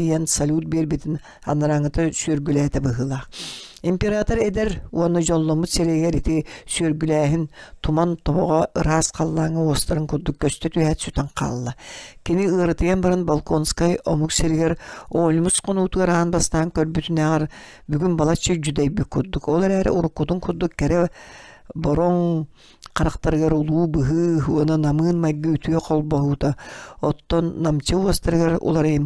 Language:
Yakut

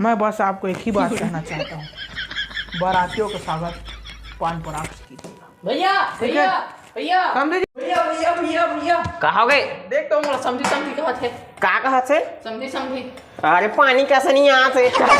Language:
Chhattisgarhi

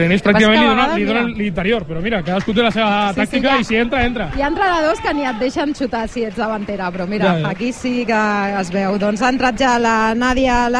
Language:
Catalan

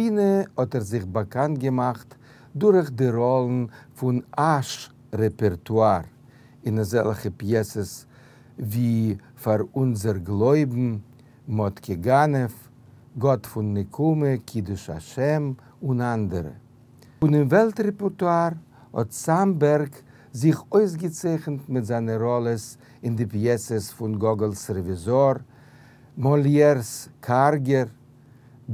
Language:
Yiddish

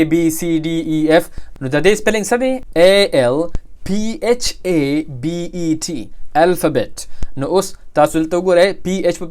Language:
Pashto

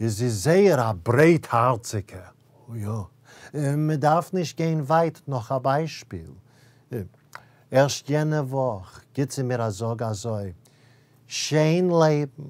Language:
Yiddish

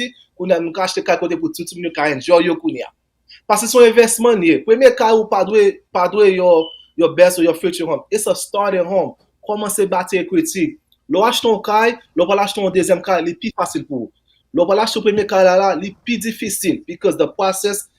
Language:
Haitian Creole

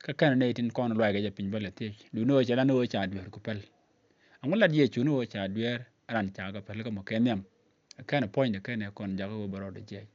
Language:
Nuer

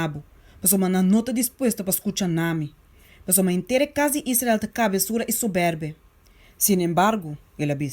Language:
Papiamento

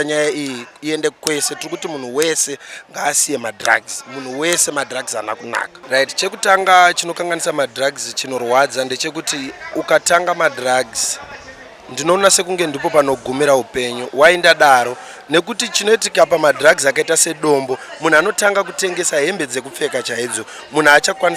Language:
Shona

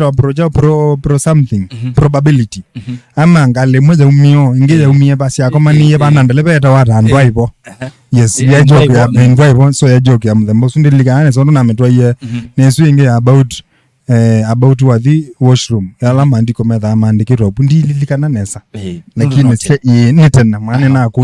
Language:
Kamba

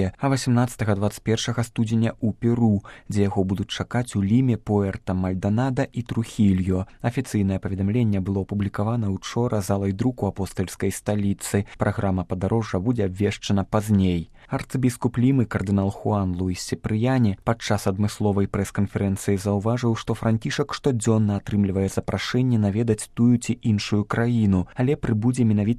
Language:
Belarusian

